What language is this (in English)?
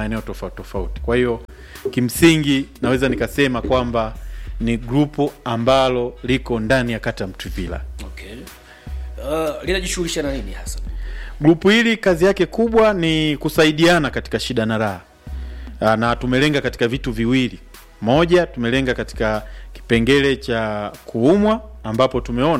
Swahili